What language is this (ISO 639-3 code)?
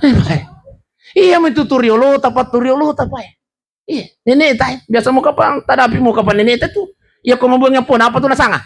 bug